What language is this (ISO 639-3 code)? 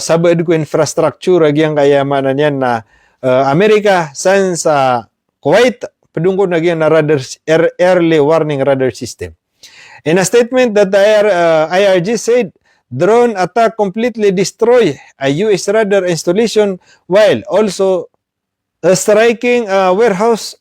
mrw